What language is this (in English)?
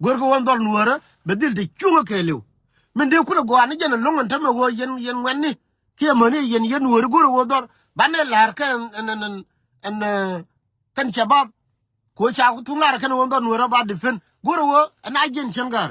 Nuer